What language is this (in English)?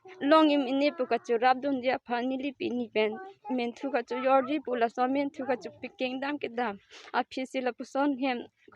Karbi